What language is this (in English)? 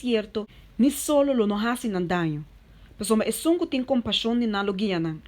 Papiamento